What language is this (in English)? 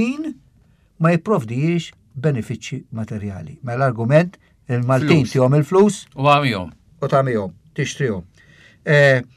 Maltese